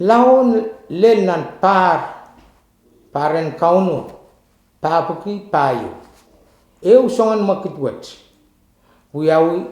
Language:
Pohnpeian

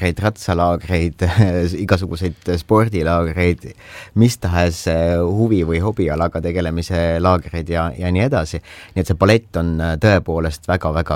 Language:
Estonian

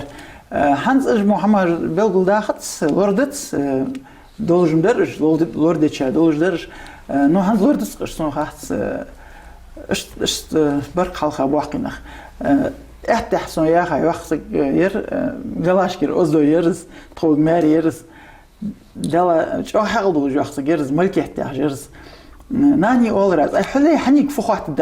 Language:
Ingush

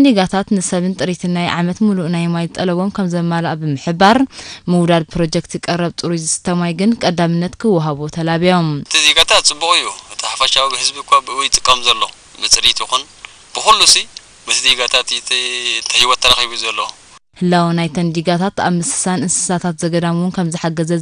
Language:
Tigrinya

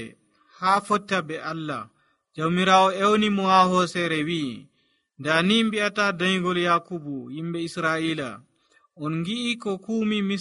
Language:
Nigerian Fulfulde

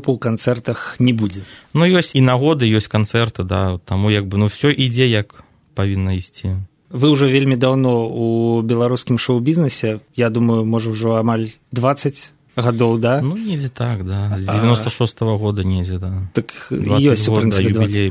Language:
Belarusian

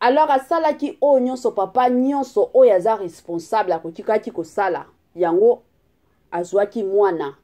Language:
Lingala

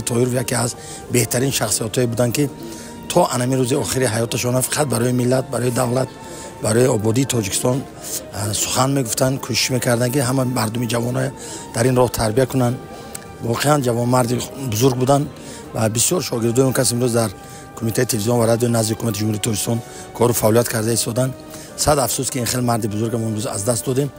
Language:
Tajik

